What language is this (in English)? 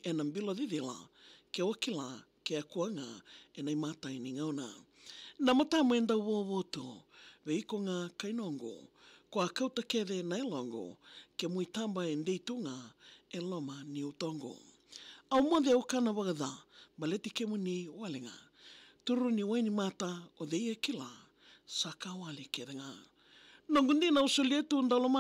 Fijian